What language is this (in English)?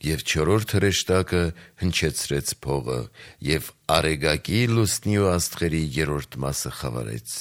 Armenian